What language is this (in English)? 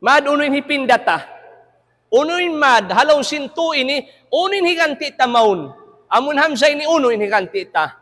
Tausug